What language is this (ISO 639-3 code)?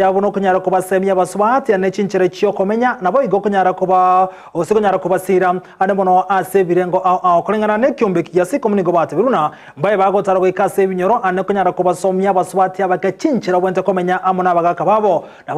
guz